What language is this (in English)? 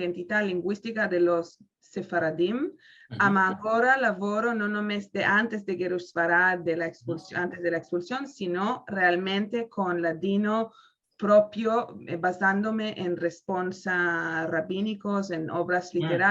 Ladino